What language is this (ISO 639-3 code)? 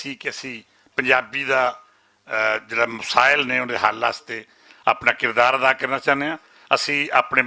lah